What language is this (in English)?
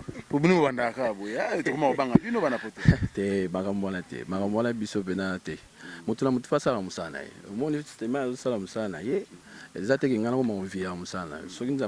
Lingala